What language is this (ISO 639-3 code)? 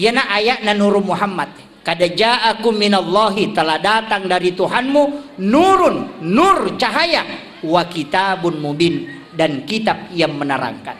bug